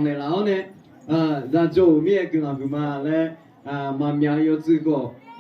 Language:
Akha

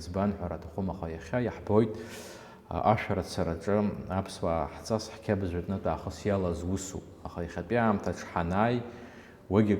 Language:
Abkhazian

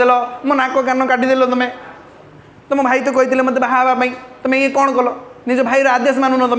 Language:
Odia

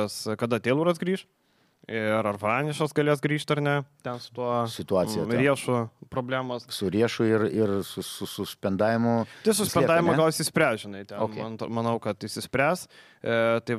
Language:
Lithuanian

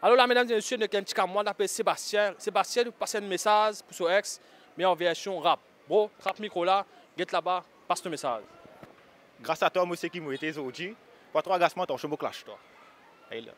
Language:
Morisyen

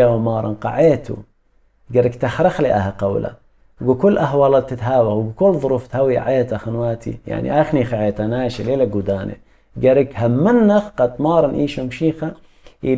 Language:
Assyrian Neo-Aramaic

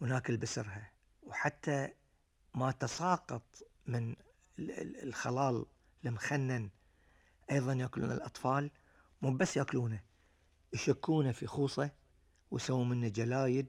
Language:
Gulf Arabic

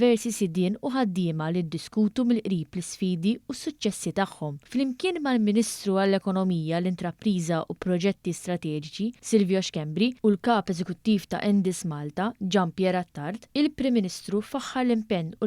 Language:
Maltese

